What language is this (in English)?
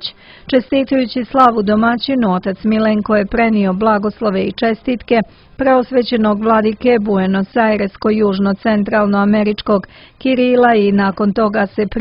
Serbian